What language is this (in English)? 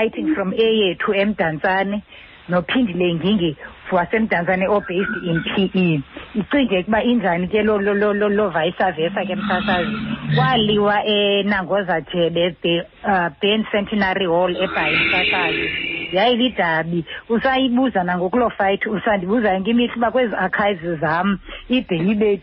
Xhosa